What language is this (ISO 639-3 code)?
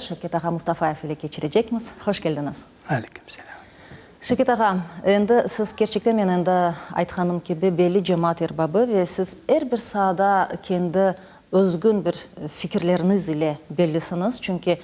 crh